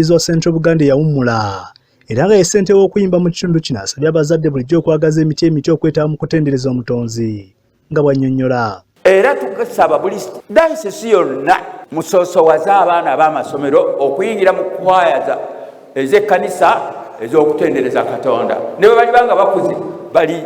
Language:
Ganda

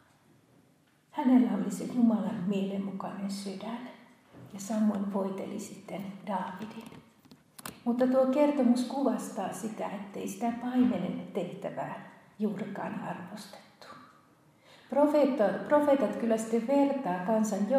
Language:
Finnish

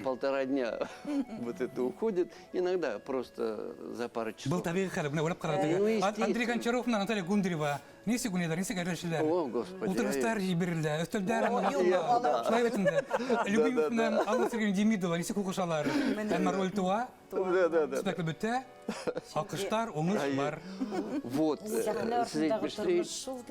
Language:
Bashkir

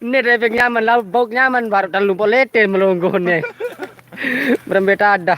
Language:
Sasak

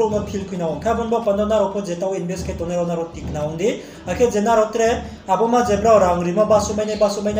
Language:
Riang (India)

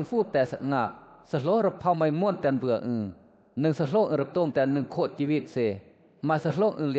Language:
Western Lawa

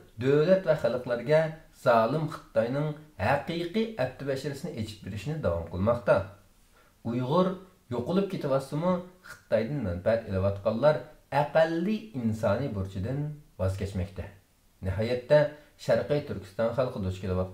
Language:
Uyghur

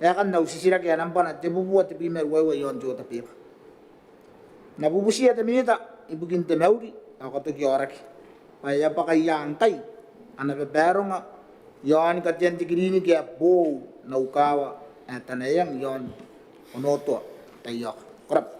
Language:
Gilbertese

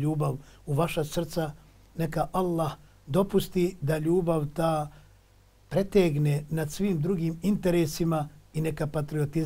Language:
Bosnian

